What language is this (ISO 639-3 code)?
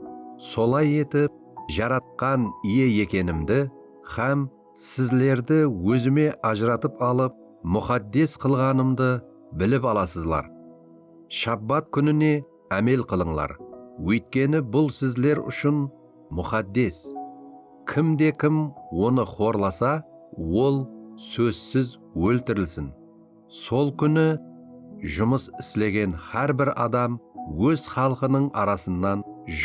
kaa